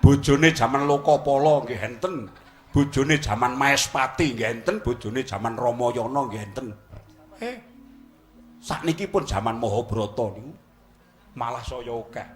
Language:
Javanese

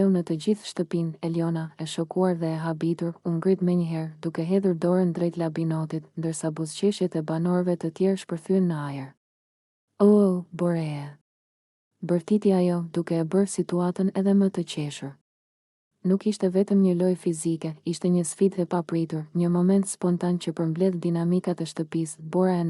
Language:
Albanian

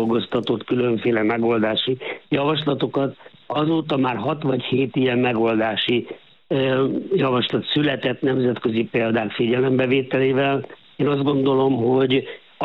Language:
Hungarian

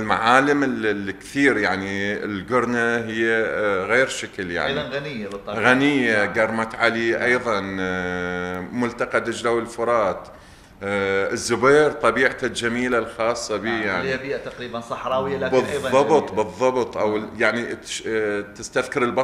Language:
Mesopotamian Arabic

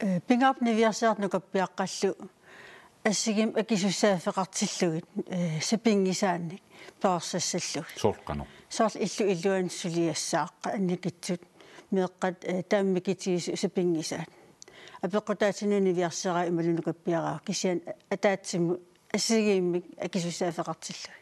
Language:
Kalaallisut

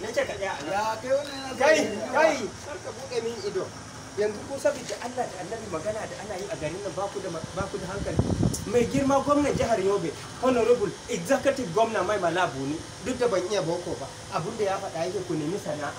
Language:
Hausa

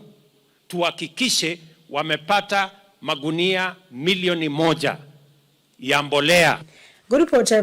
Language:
Kamba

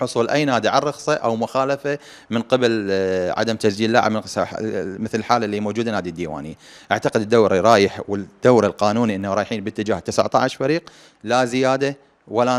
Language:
Mesopotamian Arabic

